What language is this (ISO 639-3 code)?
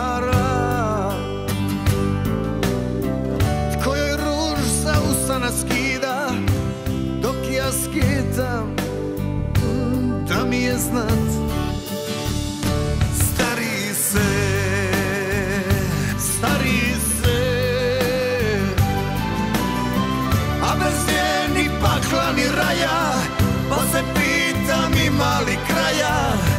hrv